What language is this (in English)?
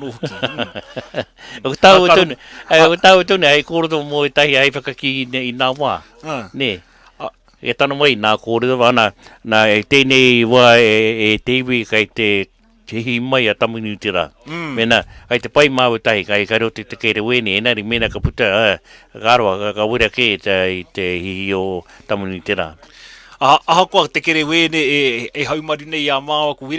Māori